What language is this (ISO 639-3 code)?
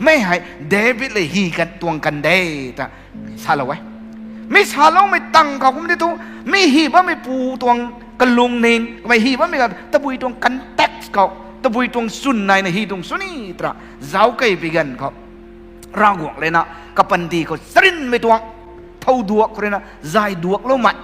nbu